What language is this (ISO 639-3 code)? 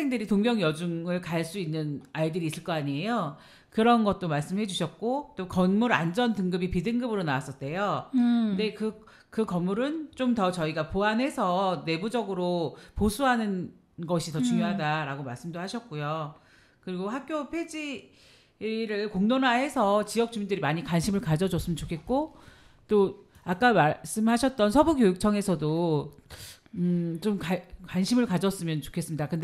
kor